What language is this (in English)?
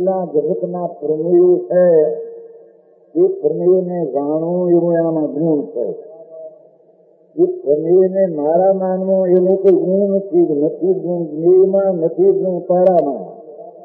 Gujarati